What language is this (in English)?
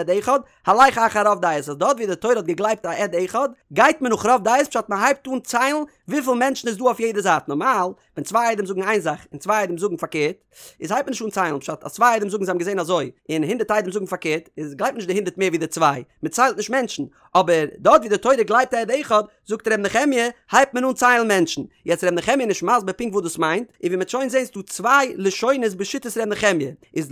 Yiddish